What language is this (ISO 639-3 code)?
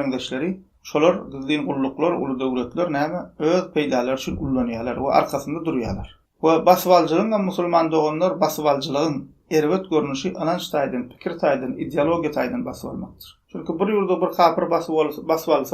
tuk